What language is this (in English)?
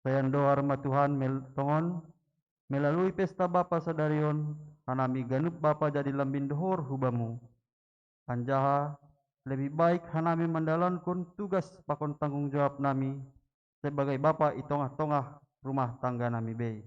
Batak Simalungun